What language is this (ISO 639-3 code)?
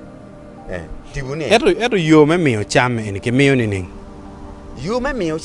ach